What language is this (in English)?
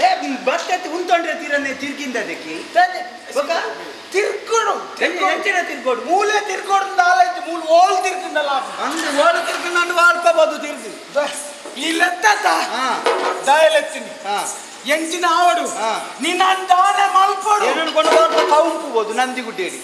Tulu